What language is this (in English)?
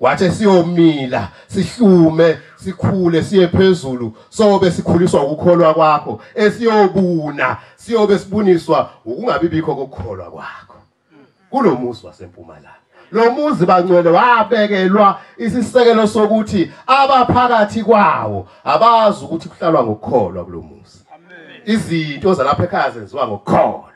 Zulu